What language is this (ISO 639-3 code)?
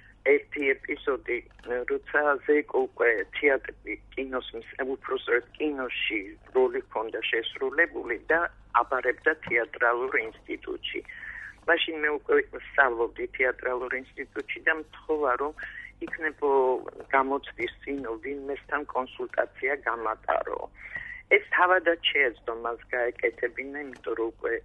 kat